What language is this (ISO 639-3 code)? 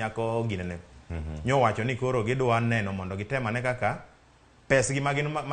luo